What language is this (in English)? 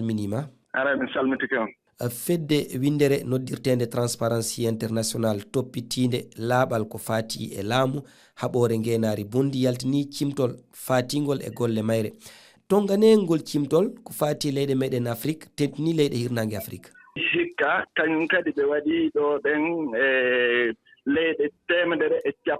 Fula